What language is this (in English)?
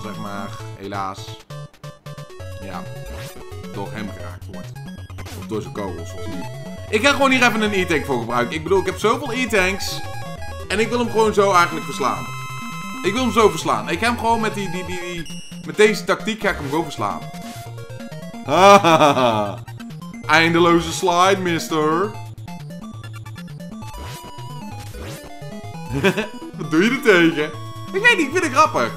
Dutch